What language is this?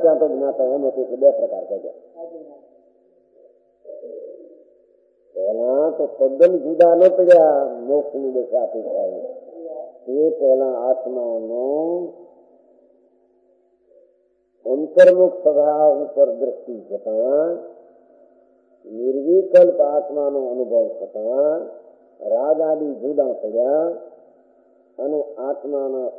Gujarati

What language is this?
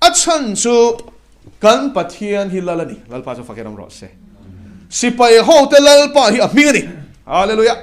Mizo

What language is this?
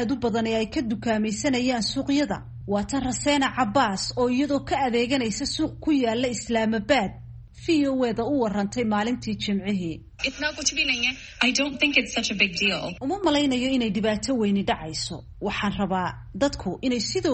Somali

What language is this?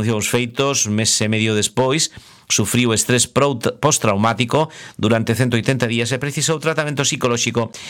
Galician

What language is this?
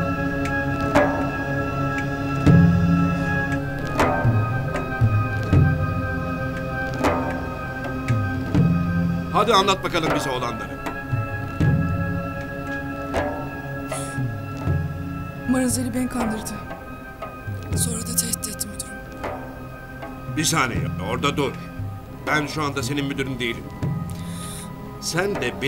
Turkish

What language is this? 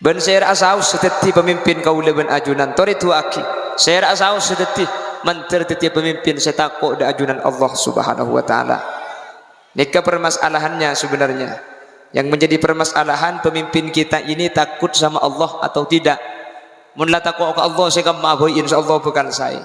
Madurese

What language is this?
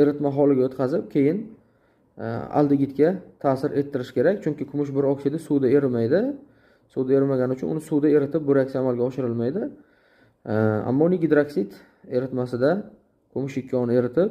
Uzbek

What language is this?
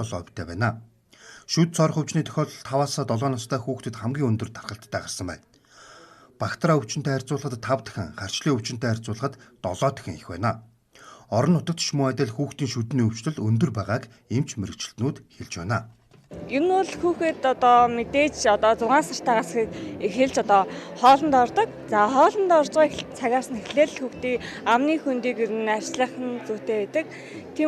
Mongolian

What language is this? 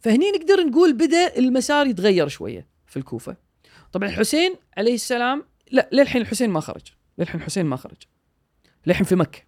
Gulf Arabic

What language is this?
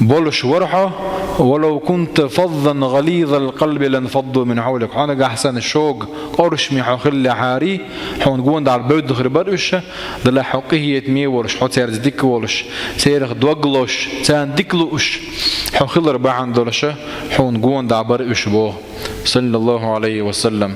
Chechen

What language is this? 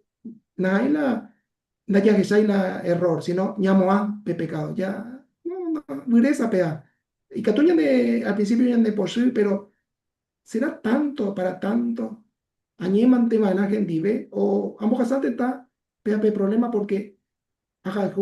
Guarani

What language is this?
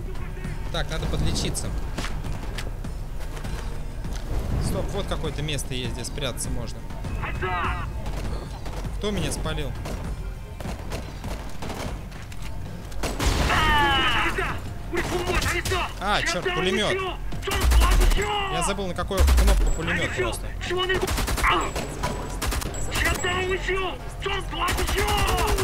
Russian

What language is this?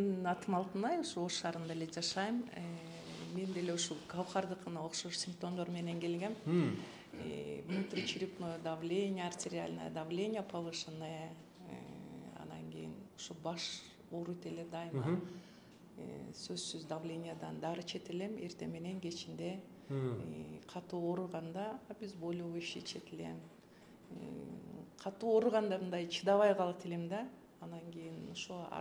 Kyrgyz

